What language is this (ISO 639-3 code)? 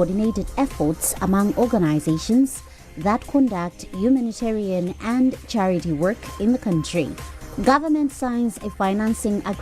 eng